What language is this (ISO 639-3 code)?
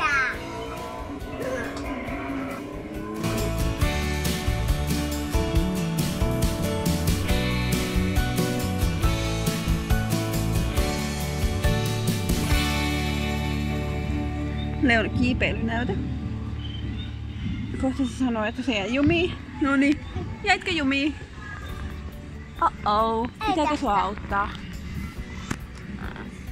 fin